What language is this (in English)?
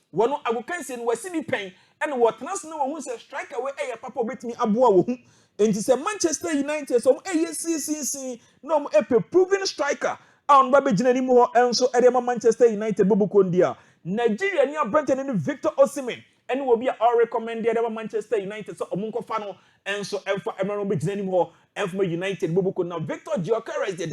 Akan